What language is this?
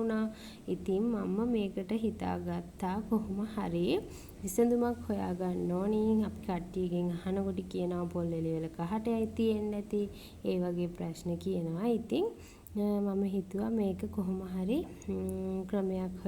Sinhala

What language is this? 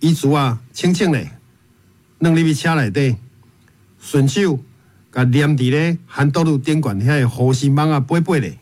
Min Nan Chinese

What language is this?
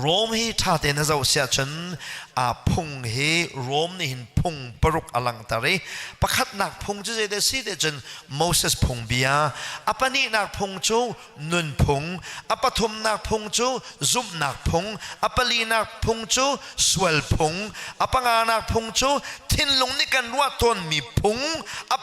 Hakha Chin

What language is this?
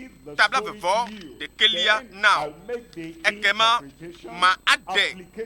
Ewe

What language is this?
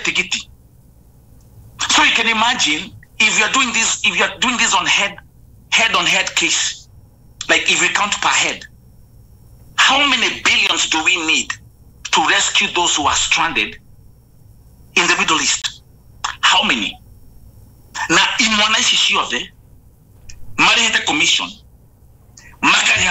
Kikuyu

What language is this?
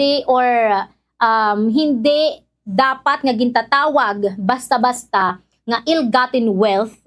Waray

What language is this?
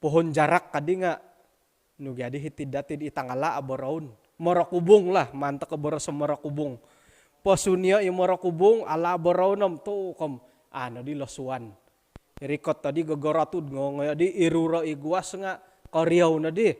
Central Dusun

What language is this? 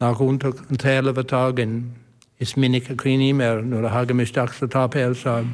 Irish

